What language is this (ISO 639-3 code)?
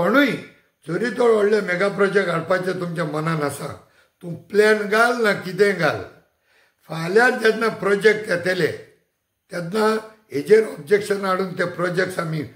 kok